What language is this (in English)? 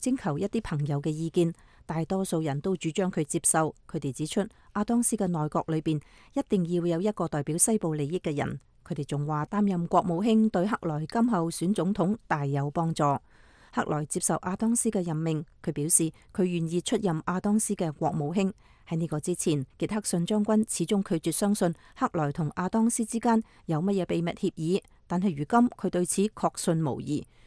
Cantonese